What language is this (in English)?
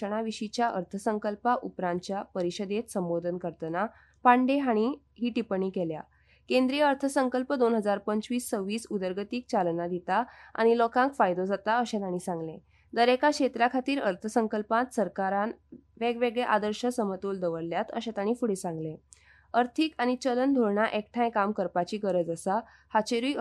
Konkani